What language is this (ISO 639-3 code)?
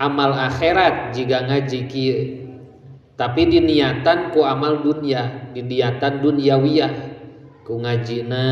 sun